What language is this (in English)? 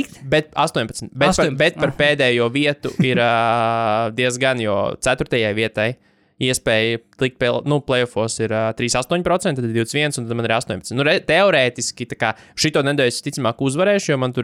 Latvian